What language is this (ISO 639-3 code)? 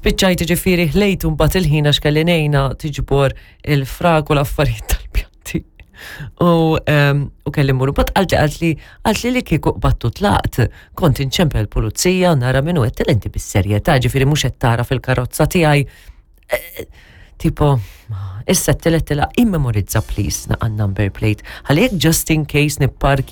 mlt